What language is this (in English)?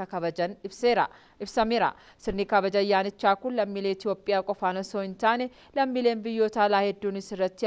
Oromo